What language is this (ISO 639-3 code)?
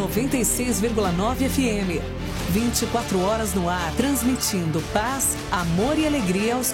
por